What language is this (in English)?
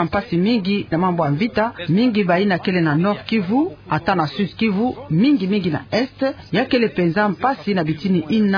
Kituba (Democratic Republic of Congo)